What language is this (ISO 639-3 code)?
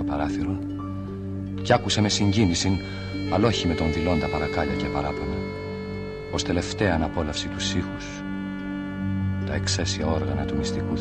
ell